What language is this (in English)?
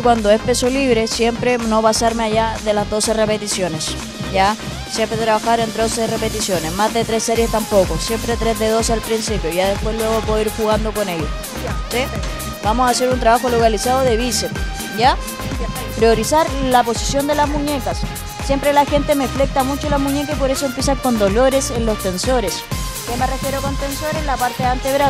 Spanish